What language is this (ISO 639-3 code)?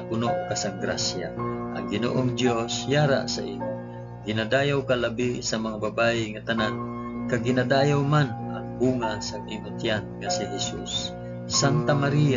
hil